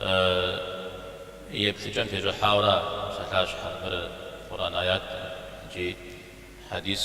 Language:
Kabardian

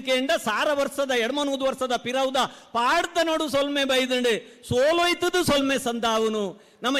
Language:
Tulu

